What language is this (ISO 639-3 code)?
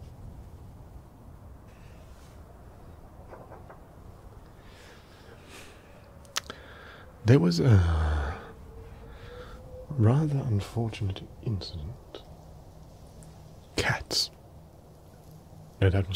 eng